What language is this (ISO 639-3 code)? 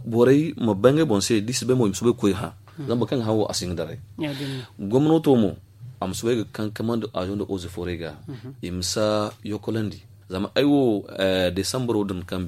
dje